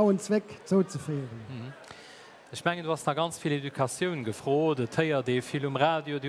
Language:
Luxembourgish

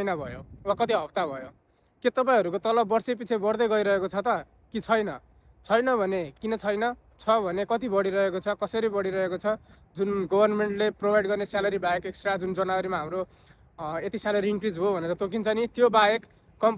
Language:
Nepali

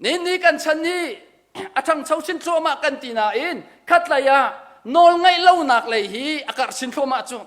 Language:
Hakha Chin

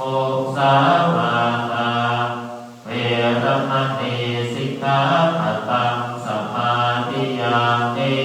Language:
Pali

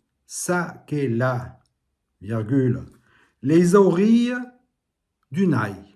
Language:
Occitan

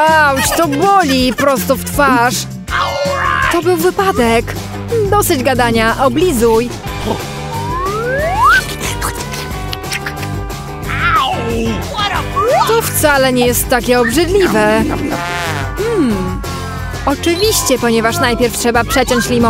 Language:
Polish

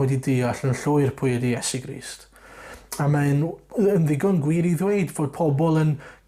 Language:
Welsh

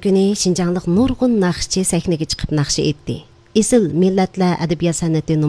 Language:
Uyghur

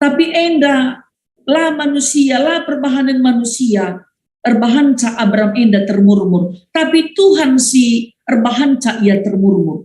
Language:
Batak Karo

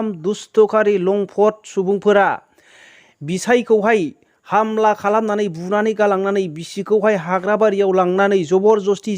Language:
Bodo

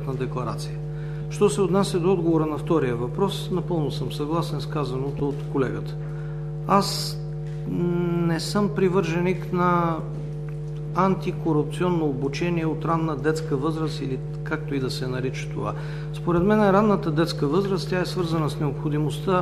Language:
Bulgarian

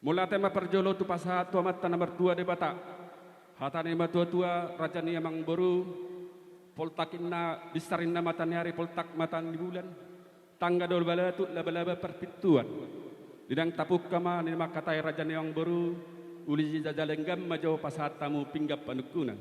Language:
Batak Toba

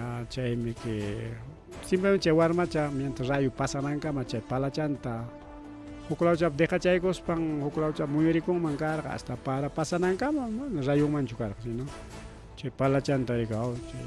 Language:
Ayacucho Quechua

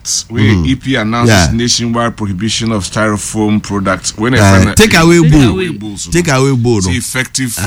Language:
Akan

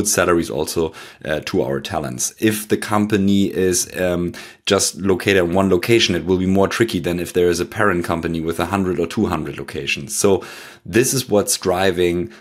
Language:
English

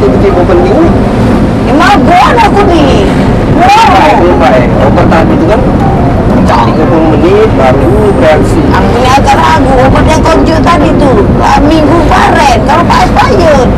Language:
Musi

